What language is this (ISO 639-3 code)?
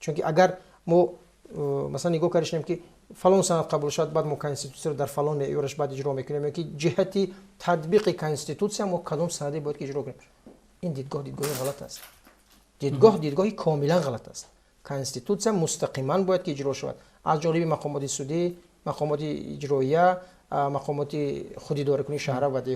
tgk